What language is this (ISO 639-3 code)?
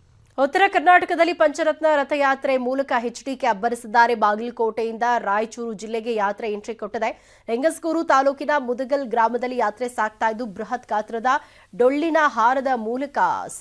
kan